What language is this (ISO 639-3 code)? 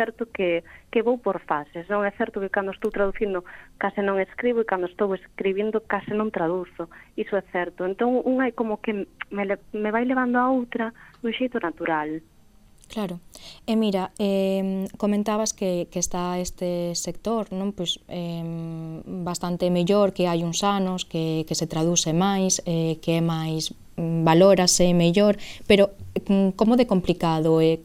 glg